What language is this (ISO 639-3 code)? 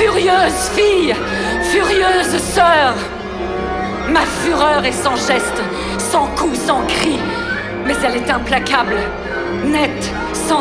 fra